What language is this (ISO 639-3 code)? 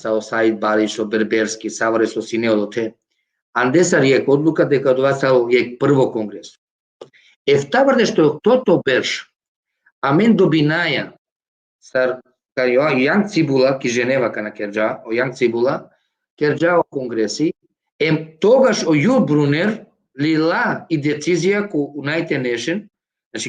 rmn